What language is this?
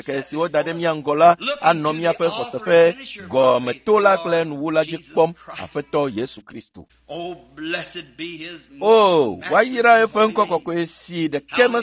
Ewe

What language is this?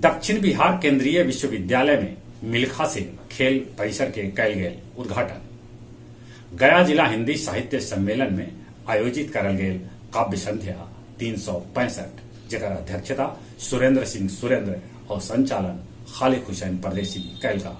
Magahi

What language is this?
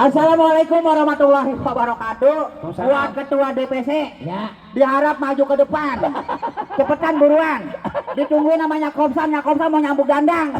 Betawi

